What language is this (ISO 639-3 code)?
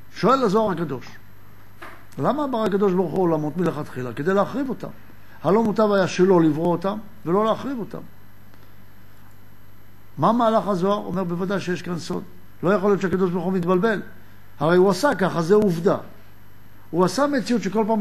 heb